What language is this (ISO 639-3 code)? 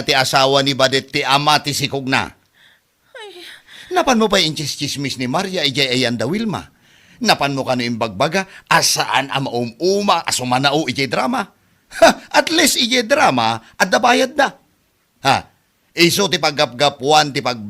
ilo